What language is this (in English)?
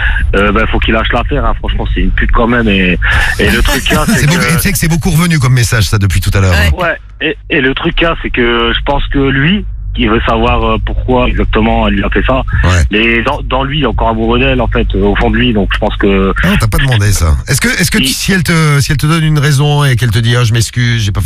French